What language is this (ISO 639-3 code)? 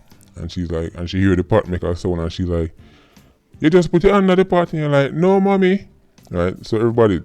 jam